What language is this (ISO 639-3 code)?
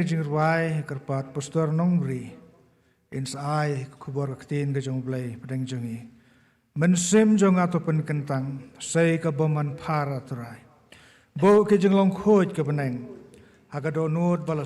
kha